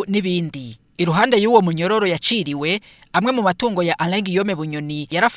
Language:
Rundi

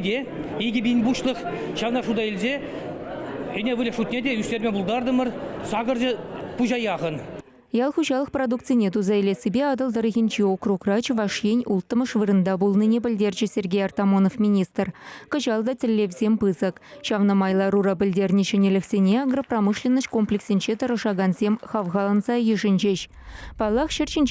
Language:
Chuvash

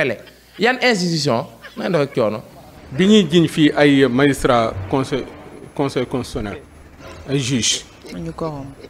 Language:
Wolof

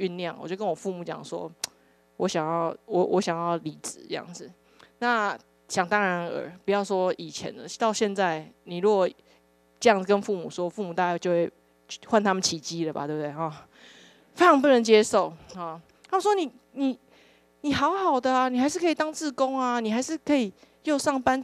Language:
Chinese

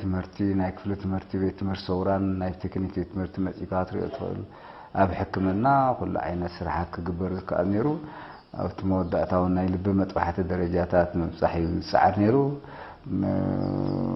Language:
Tigrinya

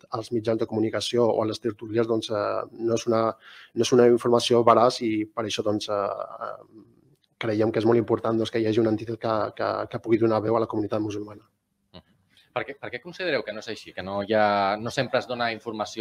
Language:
Catalan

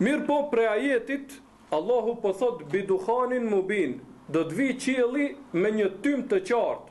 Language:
Albanian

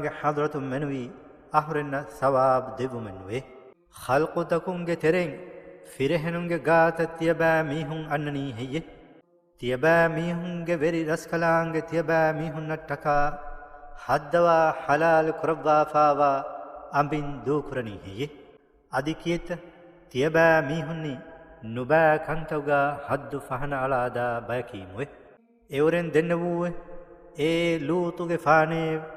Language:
Divehi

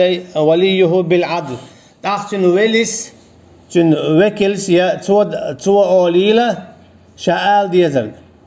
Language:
Chechen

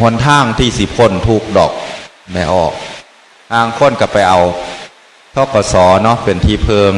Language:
Northeastern Thai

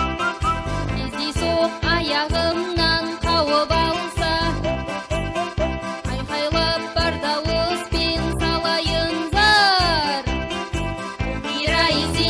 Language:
Kazakh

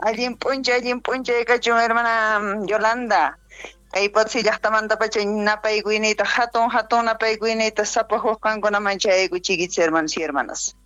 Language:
South Bolivian Quechua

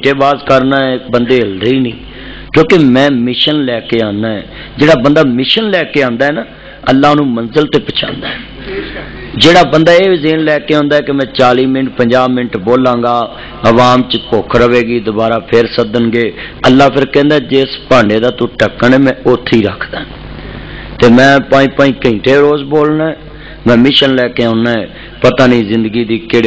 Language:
Western Panjabi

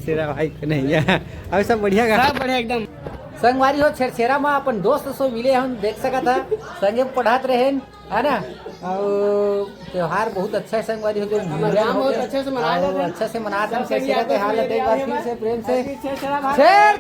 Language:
Chhattisgarhi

